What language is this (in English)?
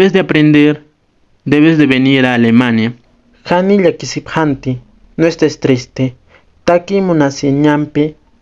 Aymara